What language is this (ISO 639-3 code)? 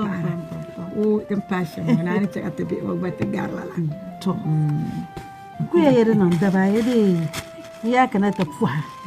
dag